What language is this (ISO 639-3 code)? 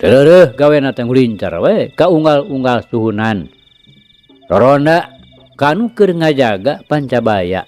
sun